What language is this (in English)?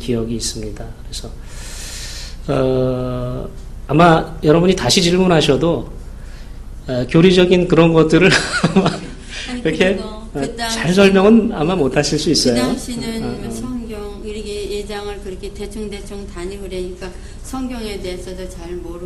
Korean